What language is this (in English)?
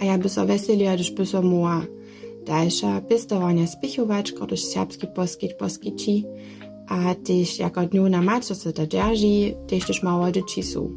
Upper Sorbian